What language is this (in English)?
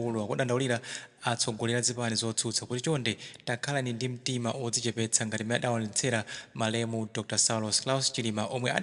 Nyanja